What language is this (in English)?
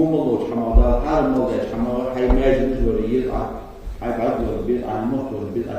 Ingush